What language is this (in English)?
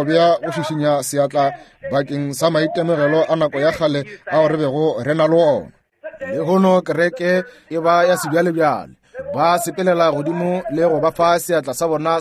Northern Sotho